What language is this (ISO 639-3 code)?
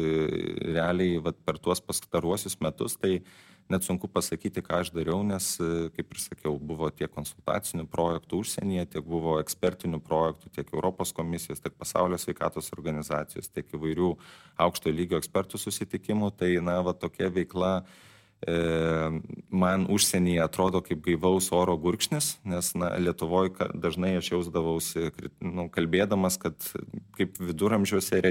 lit